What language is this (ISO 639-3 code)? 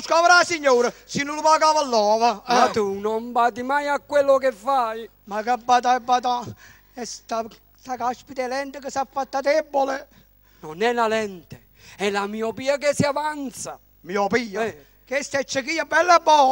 nap